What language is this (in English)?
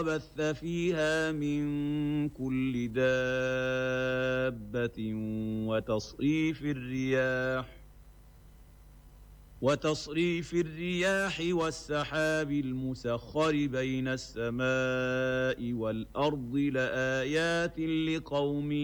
Arabic